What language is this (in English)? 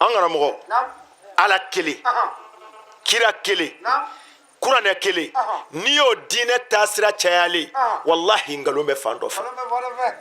Bambara